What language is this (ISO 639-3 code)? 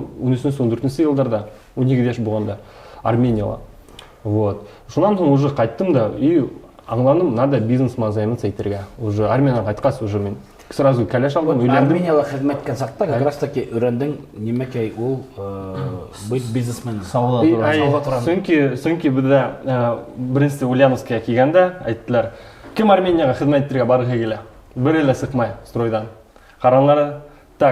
bak